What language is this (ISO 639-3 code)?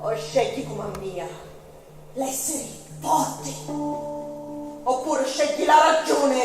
scn